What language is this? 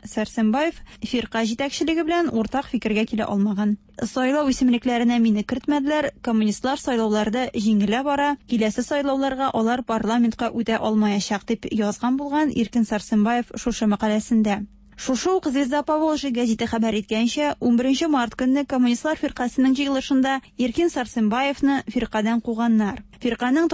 Tatar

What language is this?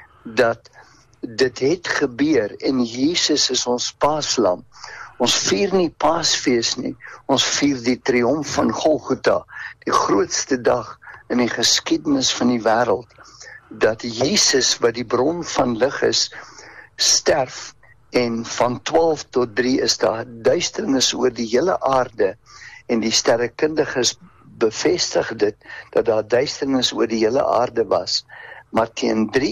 Afrikaans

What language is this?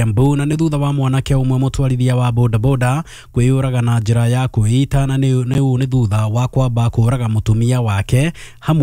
Kikuyu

